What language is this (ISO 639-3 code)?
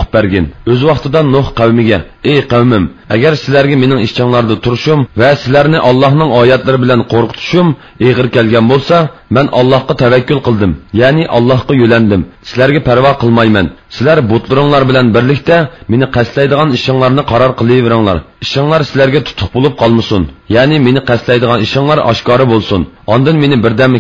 uig